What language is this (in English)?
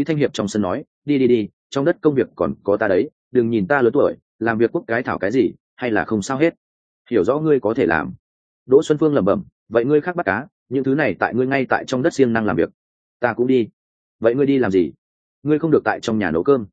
Vietnamese